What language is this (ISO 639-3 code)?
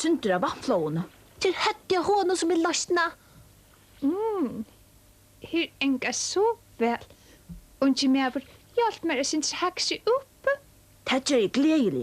fao